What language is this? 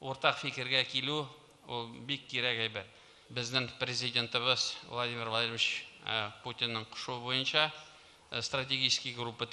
Tatar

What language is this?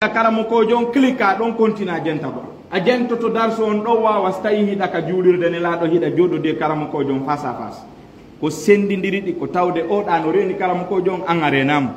Fula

